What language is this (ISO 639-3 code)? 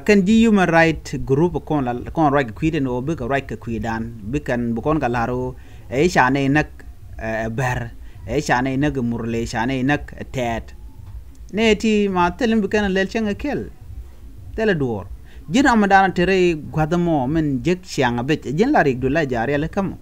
nus